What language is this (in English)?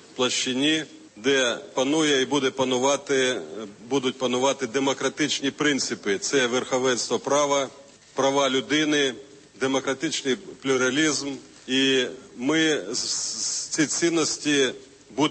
Ukrainian